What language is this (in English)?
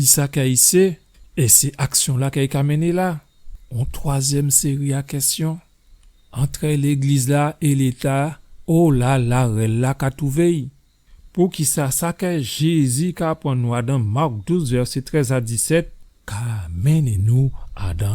Guadeloupean Creole French